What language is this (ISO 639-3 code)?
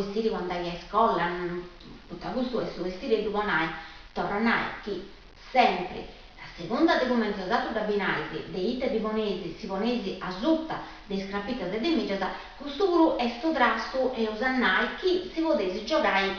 srd